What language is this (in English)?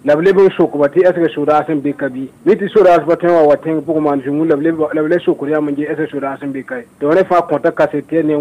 Mossi